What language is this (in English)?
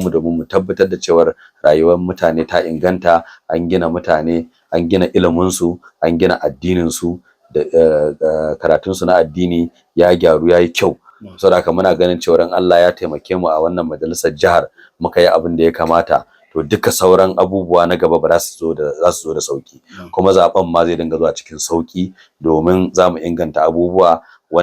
Hausa